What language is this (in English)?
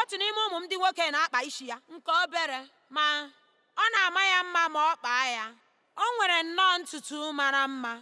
Igbo